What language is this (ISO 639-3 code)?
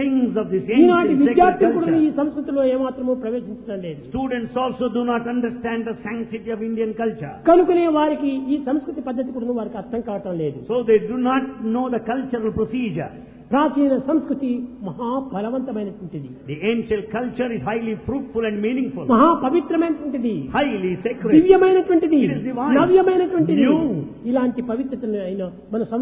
tel